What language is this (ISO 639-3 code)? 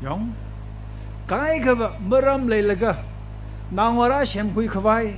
nmf